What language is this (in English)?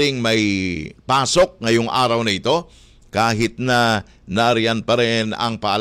Filipino